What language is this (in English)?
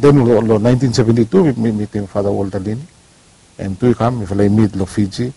Bislama